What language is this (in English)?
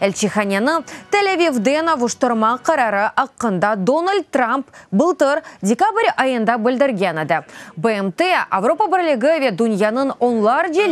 Crimean Tatar